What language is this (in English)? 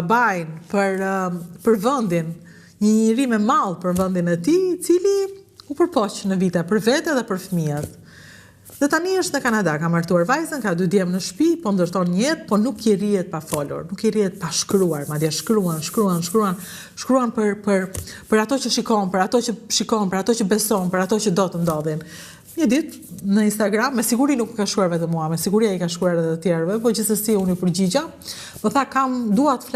Albanian